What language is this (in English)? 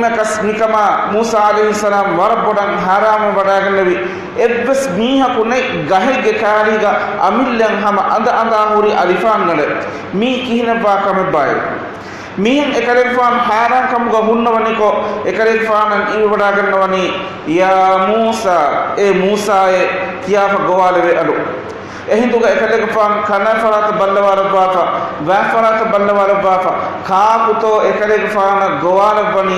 Divehi